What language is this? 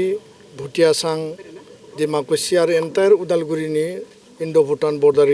Bodo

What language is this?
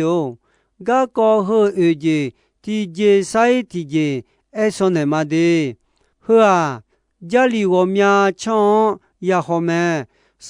Akha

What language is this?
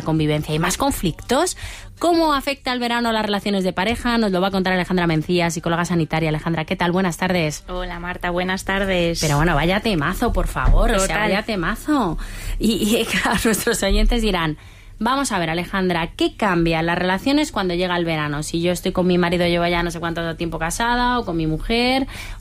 Spanish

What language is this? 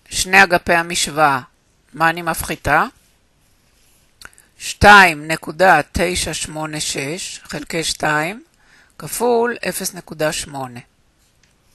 Hebrew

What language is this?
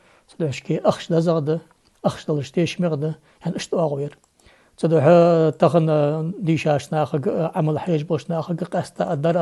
Ingush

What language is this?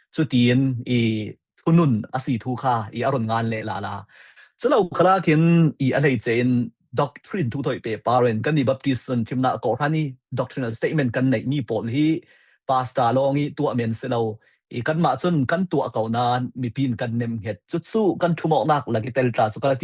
Falam Chin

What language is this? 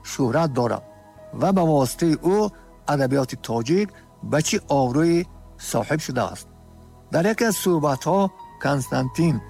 Tajik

